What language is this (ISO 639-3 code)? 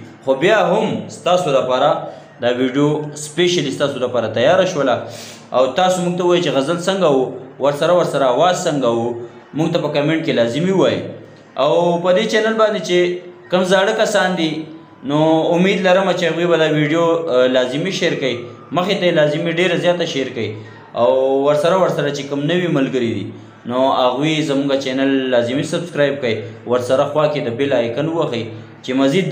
pus